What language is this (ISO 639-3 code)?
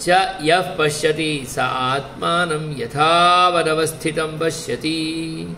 san